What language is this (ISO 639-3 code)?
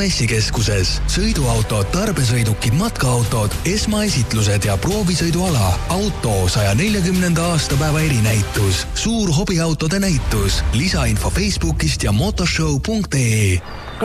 est